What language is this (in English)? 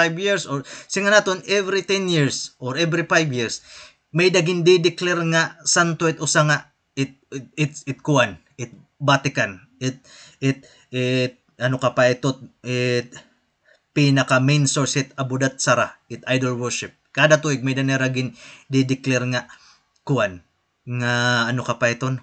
Waray